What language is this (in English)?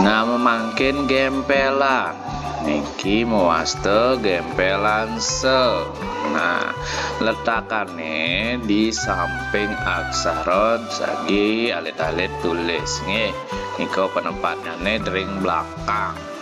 Balinese